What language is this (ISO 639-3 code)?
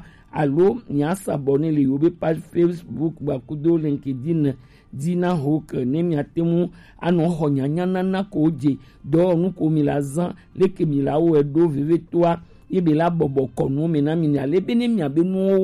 gej